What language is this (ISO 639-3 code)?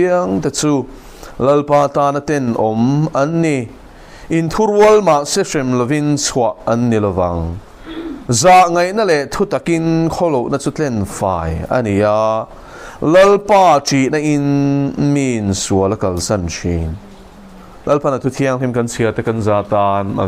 lus